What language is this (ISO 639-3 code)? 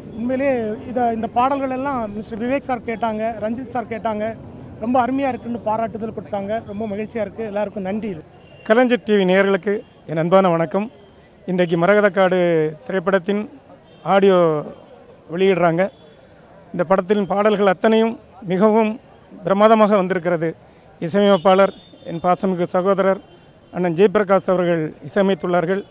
tam